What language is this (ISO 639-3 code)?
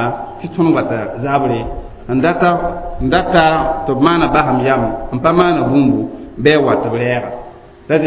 mos